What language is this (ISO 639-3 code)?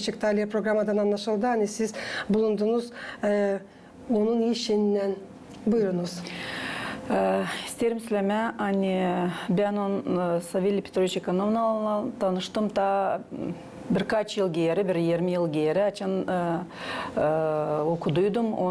gag